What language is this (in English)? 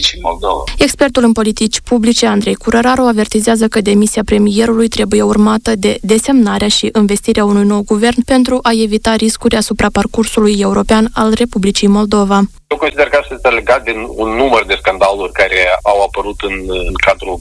Romanian